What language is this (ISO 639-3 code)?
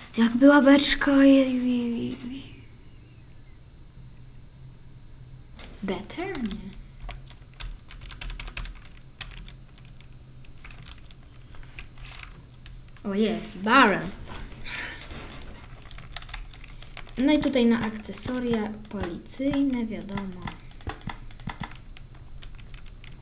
pol